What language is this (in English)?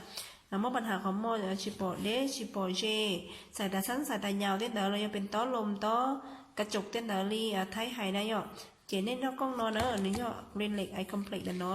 Hmong